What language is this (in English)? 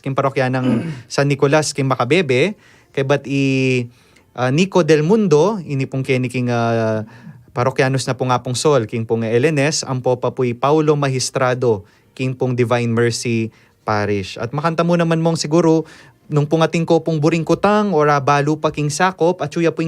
Pampanga